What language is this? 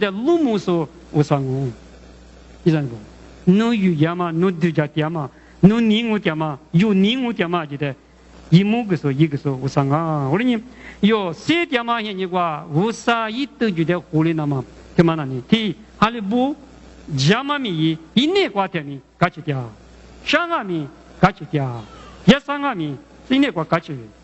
Lisu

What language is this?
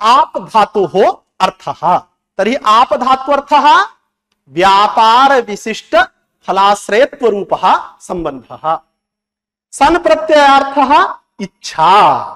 Sanskrit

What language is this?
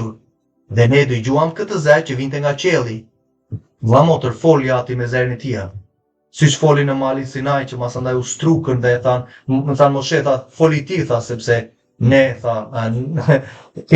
Albanian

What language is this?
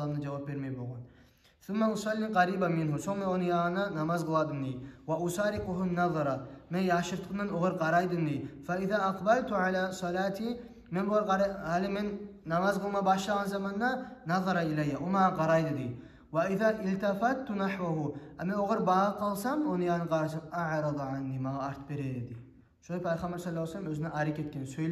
Kumyk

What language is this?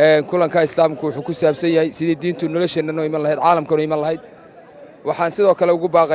Somali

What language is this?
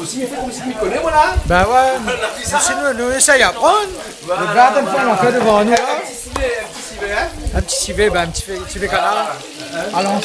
Réunion Creole French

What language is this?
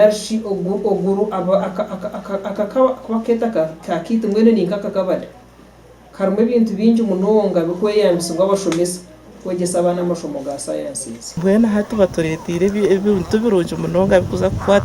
Nyankole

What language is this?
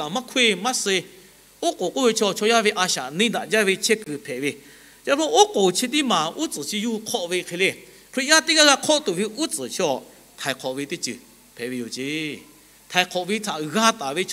Lahu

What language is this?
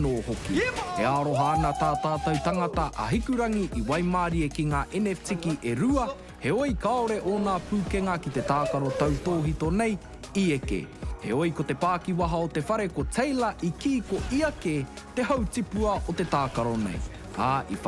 Māori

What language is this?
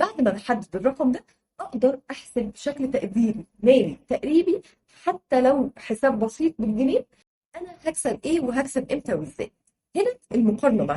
Egyptian Arabic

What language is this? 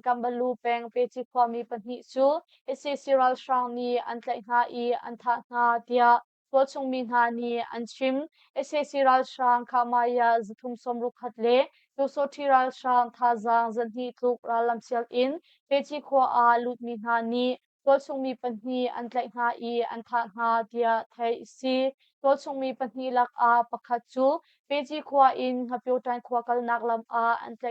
Hakha Chin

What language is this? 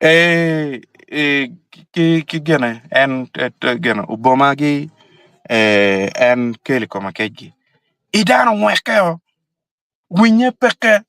Acoli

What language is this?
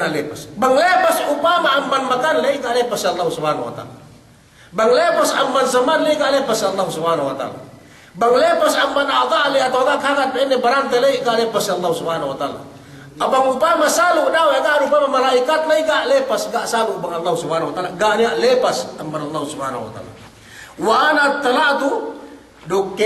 Yakan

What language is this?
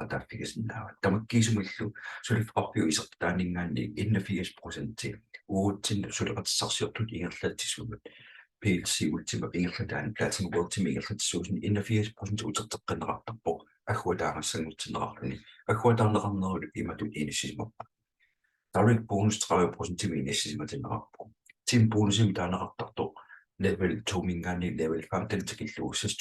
Kalaallisut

